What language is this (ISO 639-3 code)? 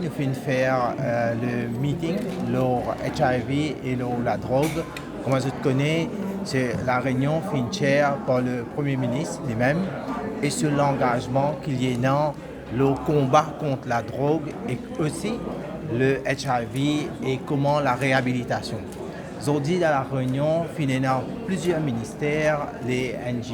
mfe